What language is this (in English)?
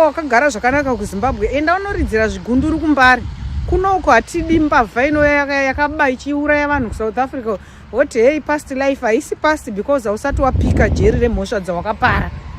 Shona